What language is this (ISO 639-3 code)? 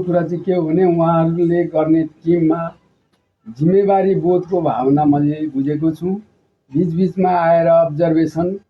nep